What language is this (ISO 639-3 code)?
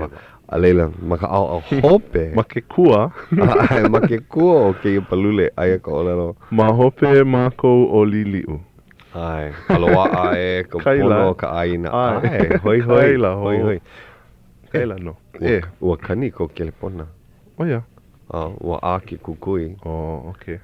haw